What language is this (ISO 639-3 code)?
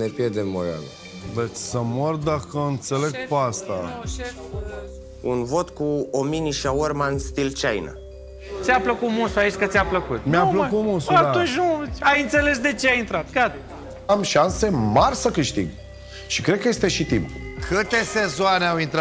ron